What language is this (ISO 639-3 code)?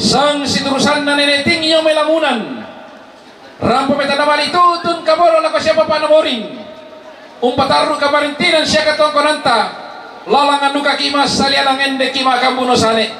sda